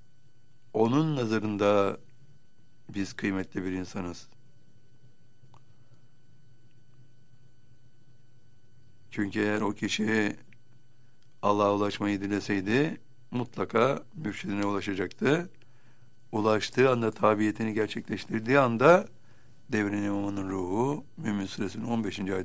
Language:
Turkish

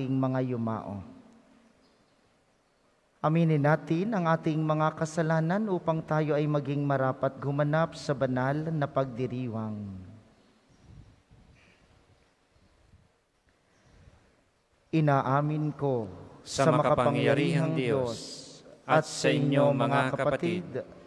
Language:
Filipino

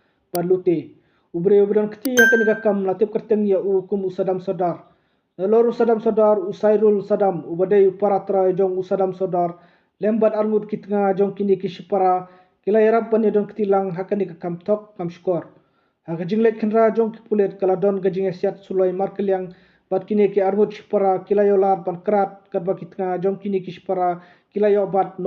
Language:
Khasi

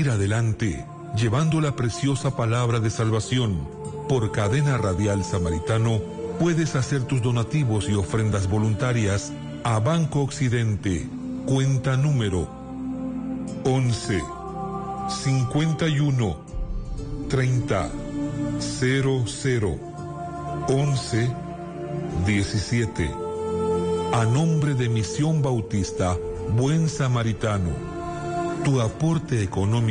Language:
Spanish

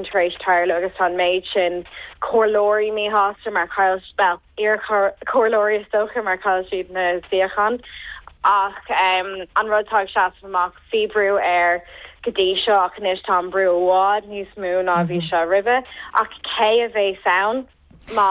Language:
Irish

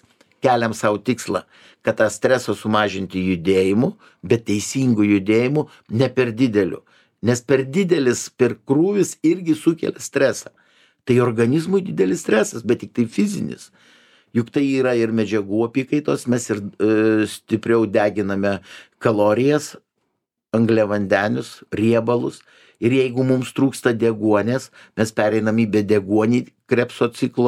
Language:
Lithuanian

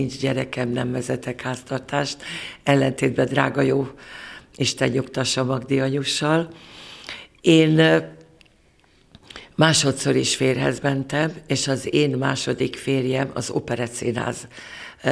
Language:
Hungarian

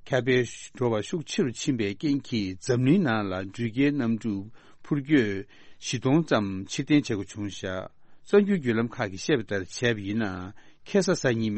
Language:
Tibetan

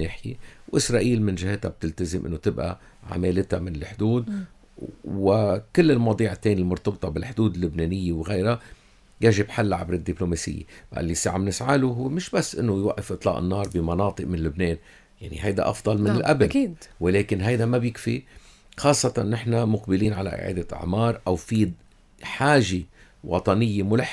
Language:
North Levantine Arabic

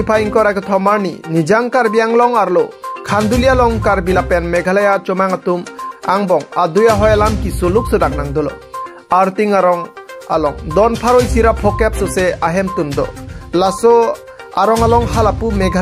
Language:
Karbi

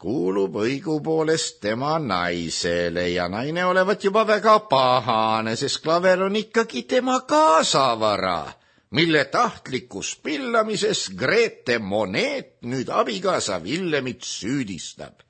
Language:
Estonian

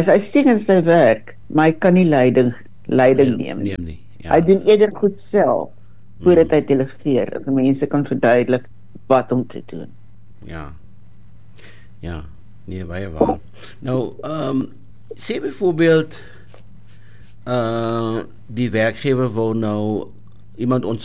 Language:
Afrikaans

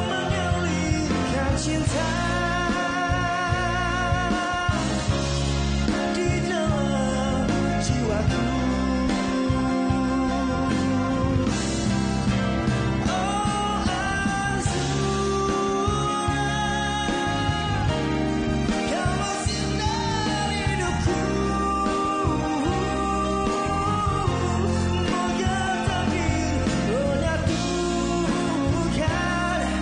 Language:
Malay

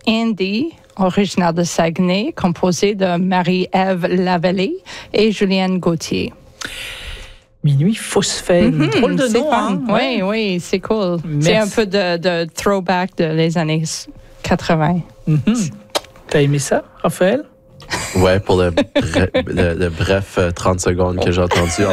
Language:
French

